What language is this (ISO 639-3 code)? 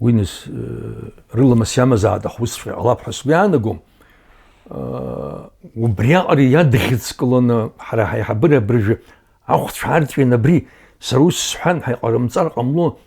abk